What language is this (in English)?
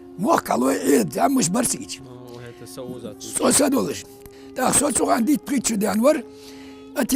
Ingush